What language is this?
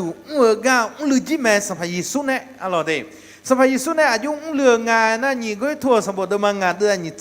Akha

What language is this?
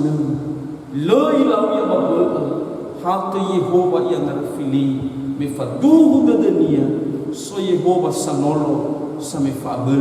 Nias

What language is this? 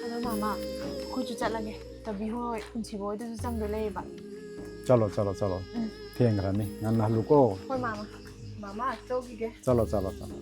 Manipuri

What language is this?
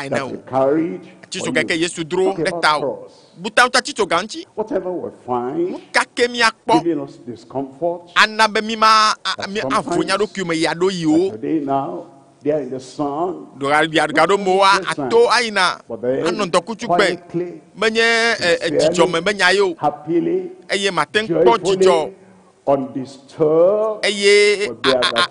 Ewe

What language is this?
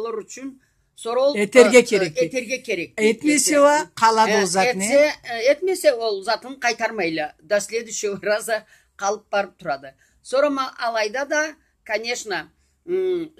Karachay-Balkar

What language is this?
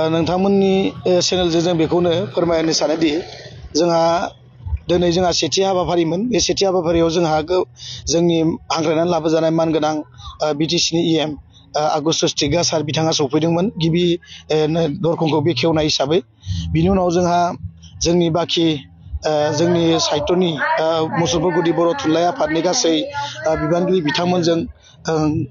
Bodo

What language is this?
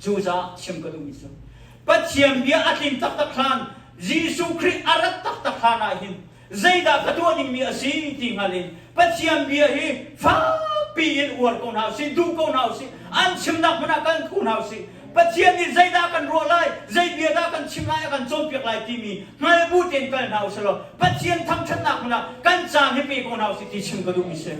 Hakha Chin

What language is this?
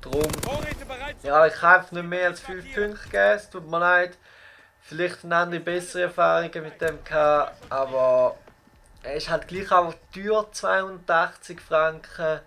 Swiss German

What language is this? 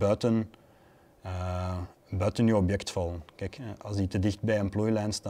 Dutch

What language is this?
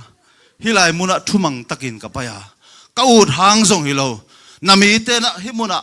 Tedim Chin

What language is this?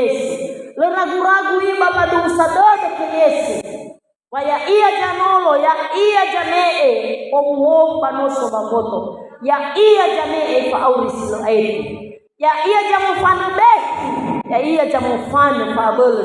Nias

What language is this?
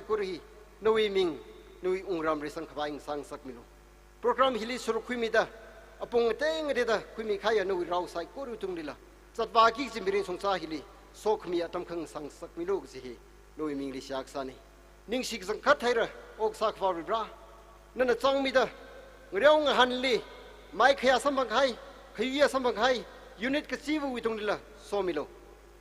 Tangkhul Naga (India)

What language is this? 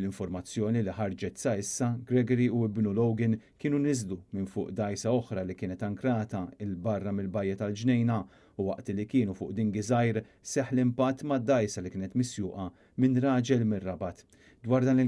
Maltese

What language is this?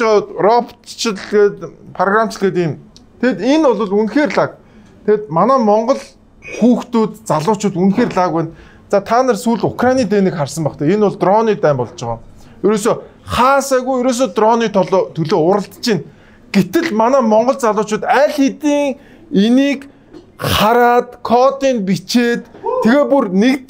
Mongolian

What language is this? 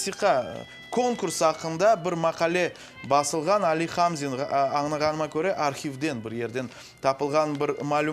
Crimean Tatar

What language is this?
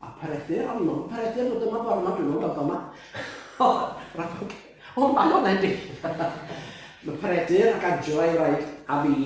Welsh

